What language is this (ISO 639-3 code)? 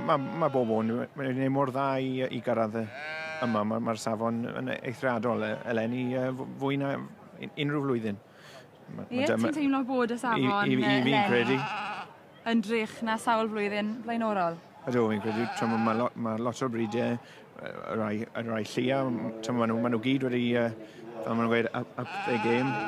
cym